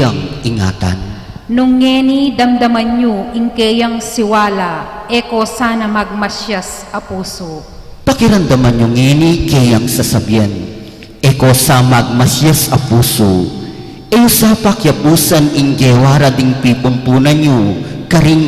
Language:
Pampanga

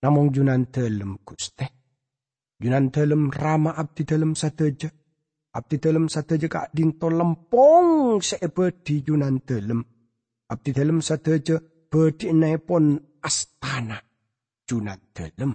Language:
Madurese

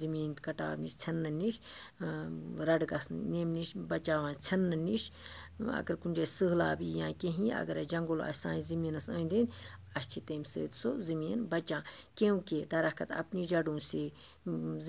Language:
Kashmiri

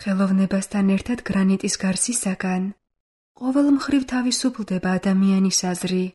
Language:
Georgian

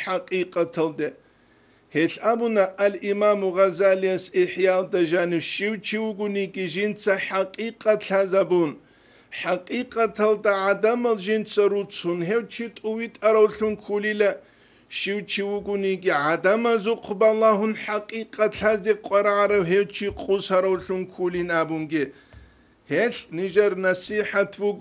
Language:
Avaric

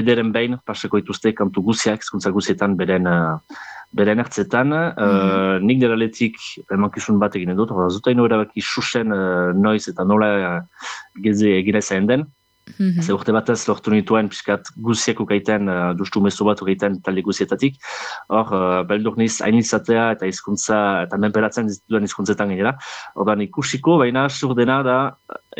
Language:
Basque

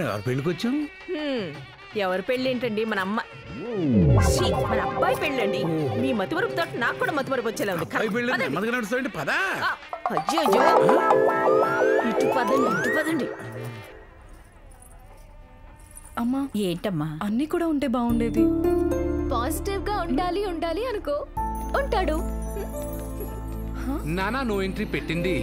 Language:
Telugu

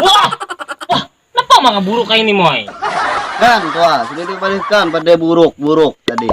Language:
Banjar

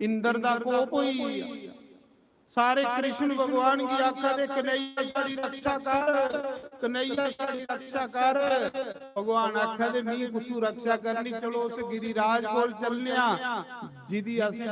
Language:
Dogri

